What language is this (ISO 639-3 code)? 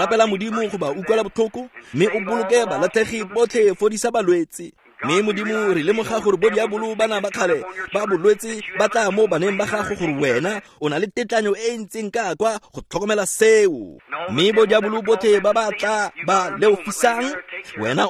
tsn